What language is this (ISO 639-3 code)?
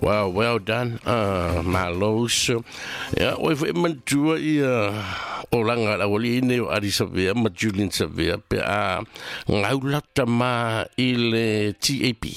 smo